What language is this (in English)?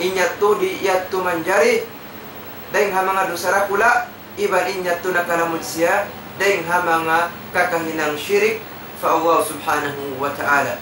Tausug